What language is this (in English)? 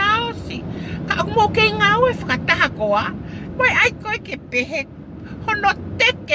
Tongan